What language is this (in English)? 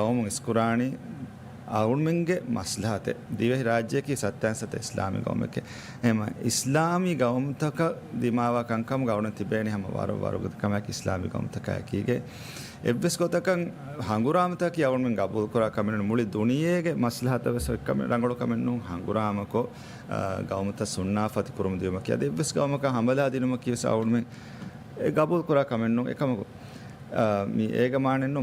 Divehi